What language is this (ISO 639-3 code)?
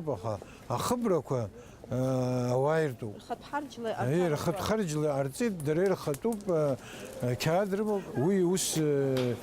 abk